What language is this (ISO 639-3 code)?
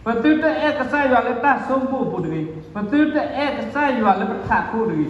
ksw